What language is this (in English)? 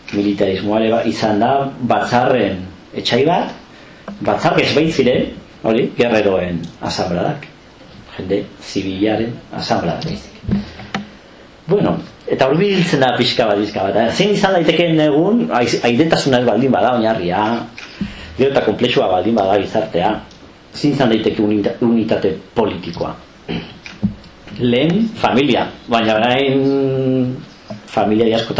Basque